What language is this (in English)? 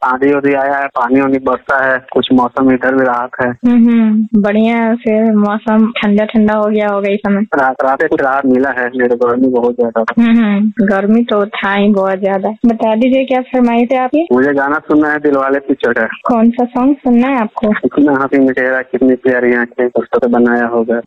Hindi